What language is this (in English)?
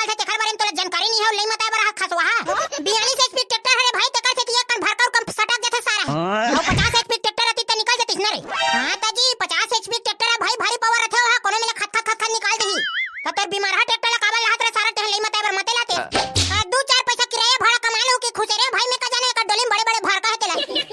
Chhattisgarhi